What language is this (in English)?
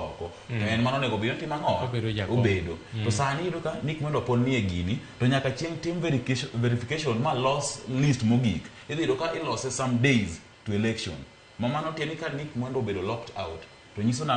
Luo (Kenya and Tanzania)